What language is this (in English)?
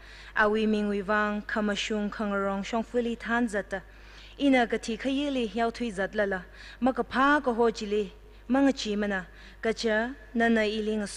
Tangkhul Naga (India)